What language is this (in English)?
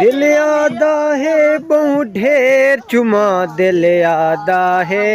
Saraiki